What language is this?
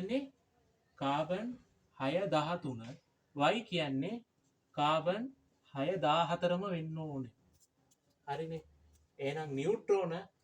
Sinhala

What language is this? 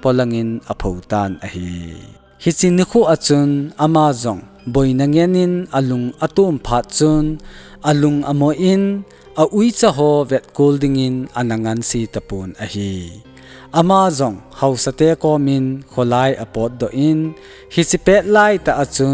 Thado Chin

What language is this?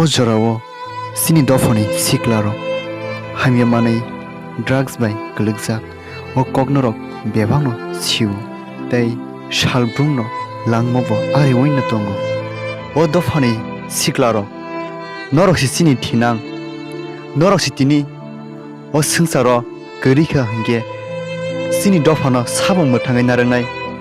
Kok Borok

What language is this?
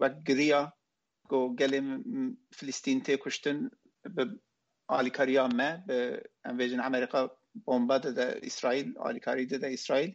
Kurdish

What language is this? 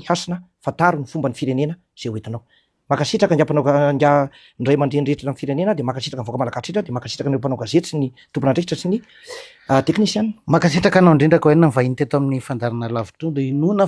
Malagasy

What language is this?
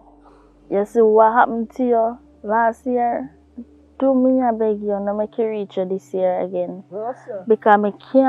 Jamaican Creole English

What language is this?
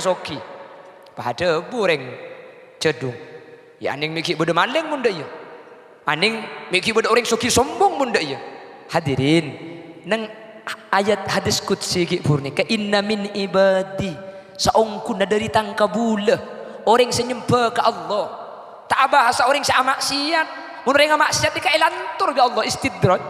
Madurese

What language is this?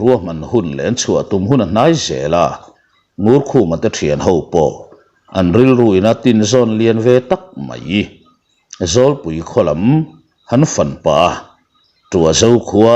Mizo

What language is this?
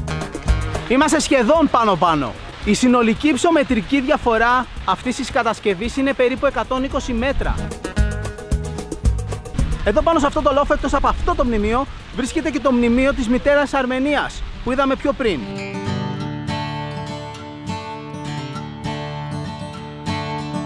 Greek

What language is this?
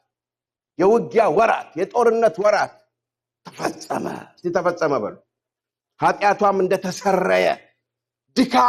Amharic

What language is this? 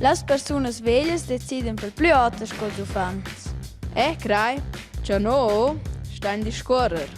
Romansh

